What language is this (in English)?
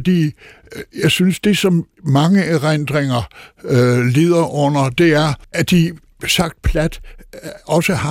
Danish